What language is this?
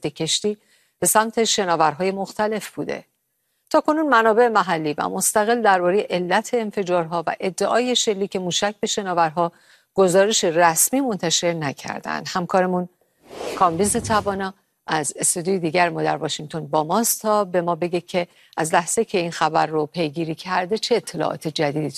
Persian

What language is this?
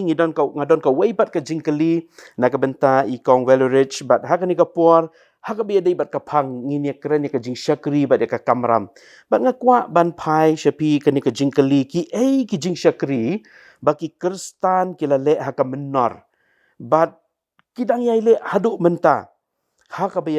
Khasi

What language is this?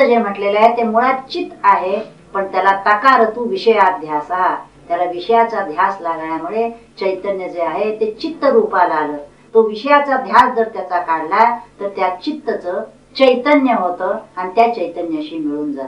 Marathi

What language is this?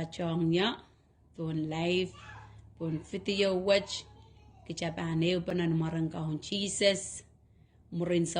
Pohnpeian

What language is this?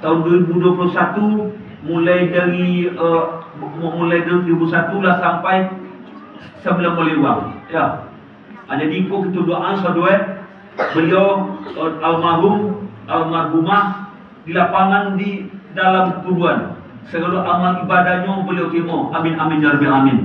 Minangkabau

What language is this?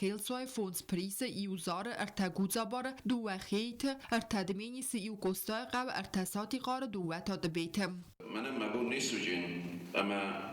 Ossetic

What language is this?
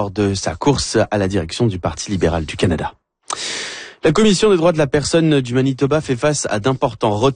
French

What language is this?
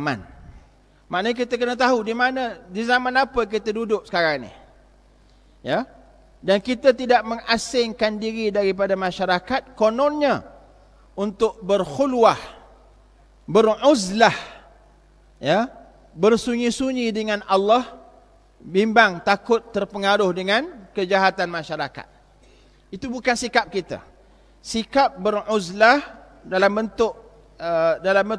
Malay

